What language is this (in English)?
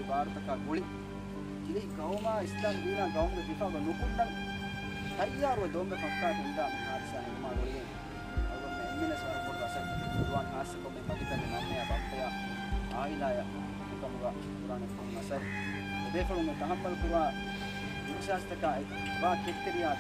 Divehi